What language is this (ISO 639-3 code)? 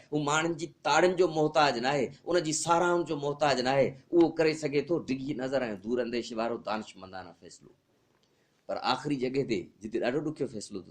snd